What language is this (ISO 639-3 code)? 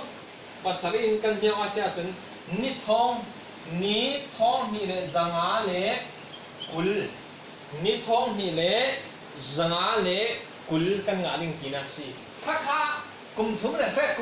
cfm